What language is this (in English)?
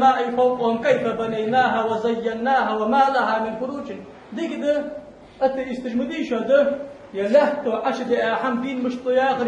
Ingush